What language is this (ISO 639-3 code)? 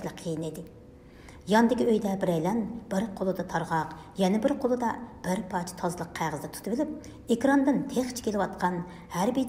uig